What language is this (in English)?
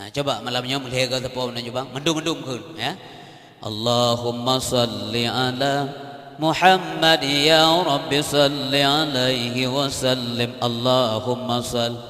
Achinese